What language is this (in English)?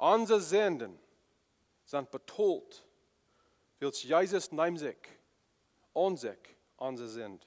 Plautdietsch